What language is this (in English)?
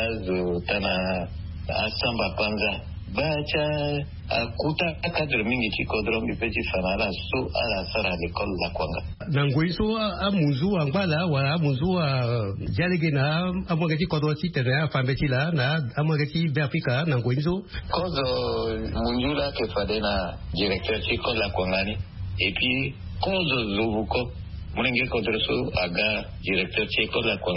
Sango